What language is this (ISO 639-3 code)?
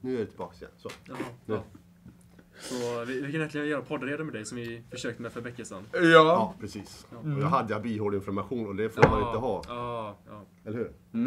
swe